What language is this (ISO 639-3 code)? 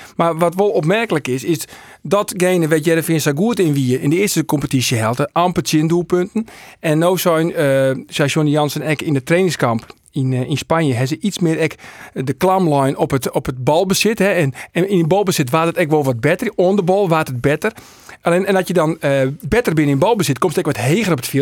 fry